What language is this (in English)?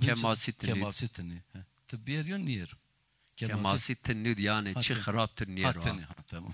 Zaza